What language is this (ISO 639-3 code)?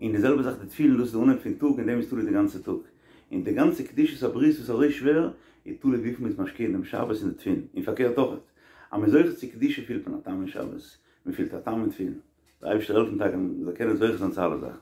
yid